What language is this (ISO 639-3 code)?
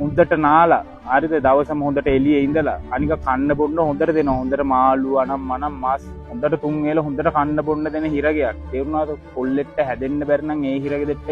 sin